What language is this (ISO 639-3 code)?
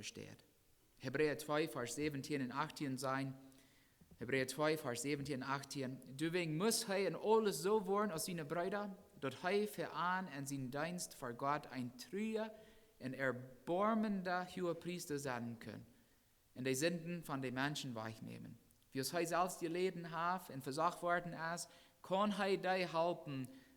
pdt